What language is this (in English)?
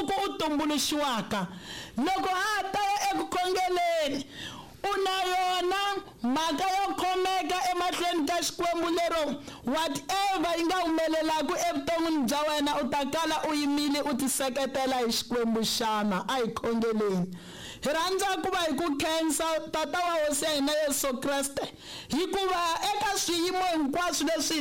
Tsonga